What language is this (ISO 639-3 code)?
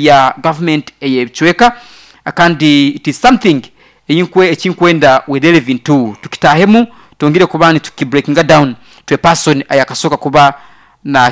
nyo